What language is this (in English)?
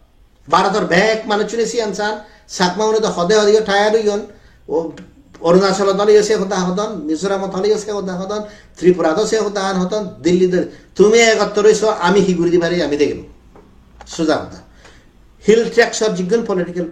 Chakma